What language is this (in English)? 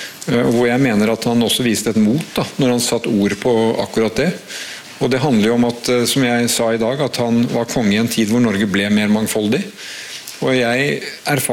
Norwegian